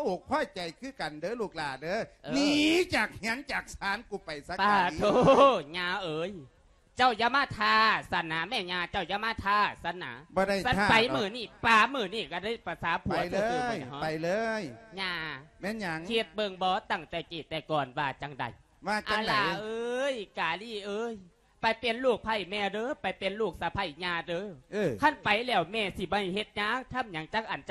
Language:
Lao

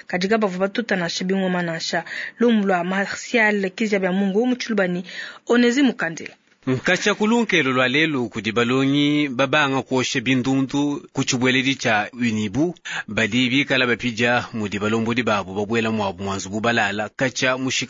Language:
Luba-Lulua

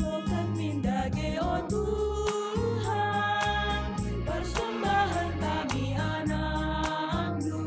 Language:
Batak Karo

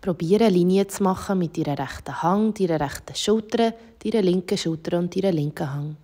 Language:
Swiss German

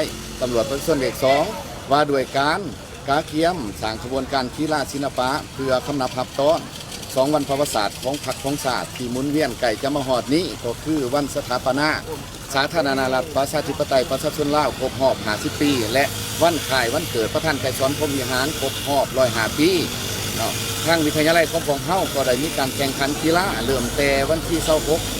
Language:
Lao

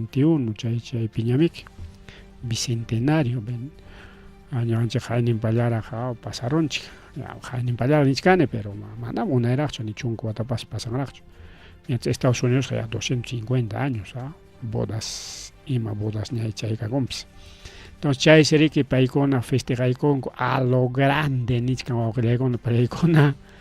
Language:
Ayacucho Quechua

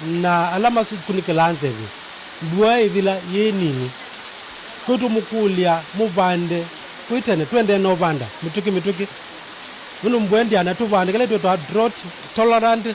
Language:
Kamba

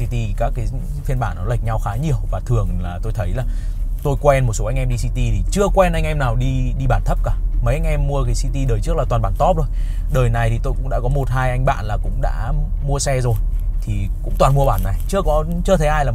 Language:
Vietnamese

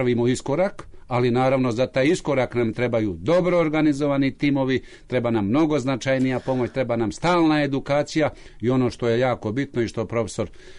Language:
Serbian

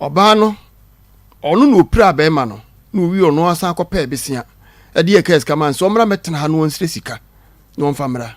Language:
Akan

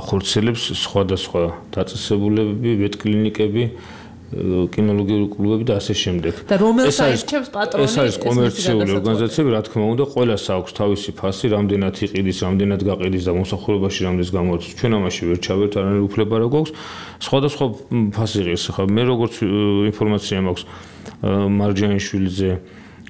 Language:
Georgian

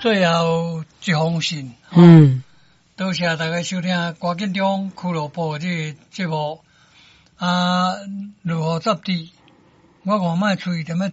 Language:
Min Nan Chinese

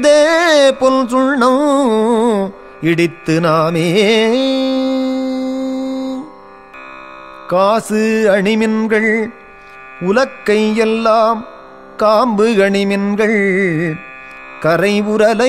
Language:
Tamil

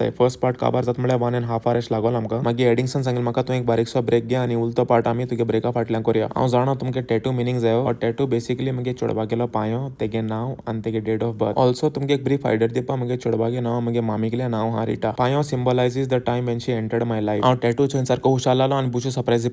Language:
Konkani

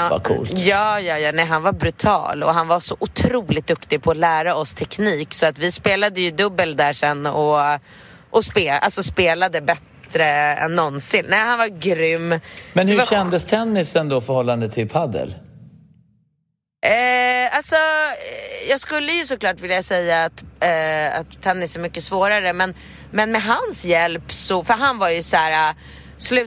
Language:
Swedish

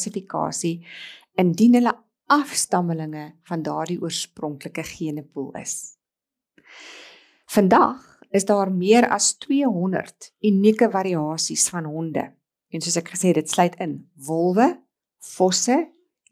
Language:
Afrikaans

